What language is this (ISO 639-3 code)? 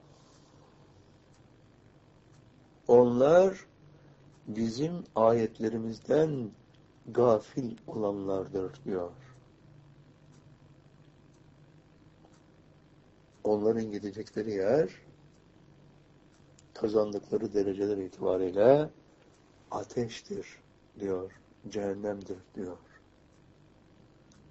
tur